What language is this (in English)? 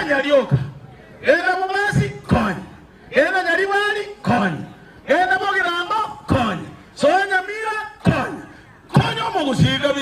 Gusii